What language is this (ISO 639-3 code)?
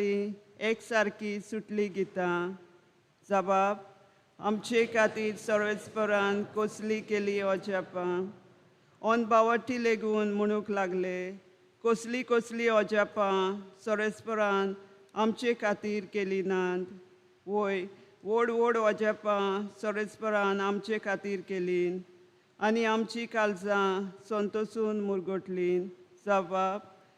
kok